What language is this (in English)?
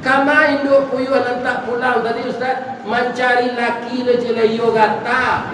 Minangkabau